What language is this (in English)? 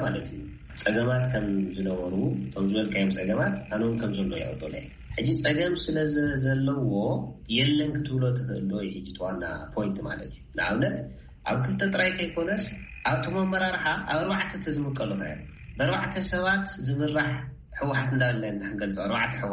Tigrinya